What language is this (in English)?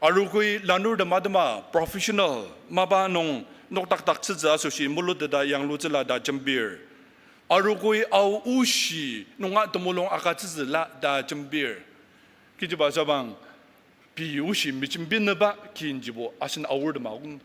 Ao Naga